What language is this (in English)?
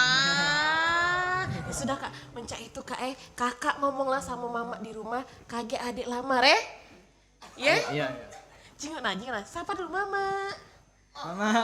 Musi